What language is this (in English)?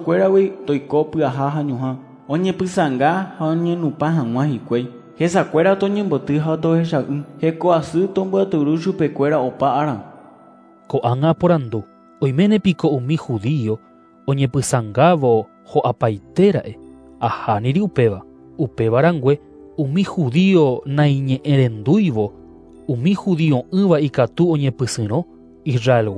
Guarani